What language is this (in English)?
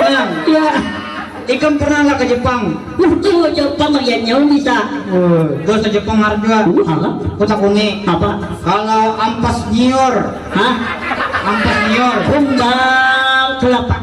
Banjar